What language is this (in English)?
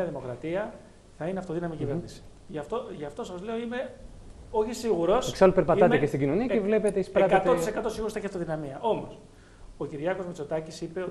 Greek